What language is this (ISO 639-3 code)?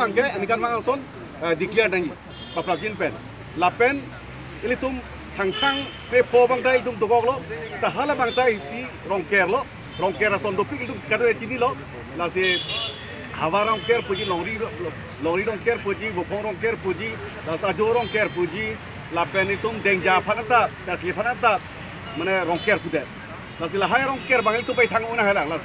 mjw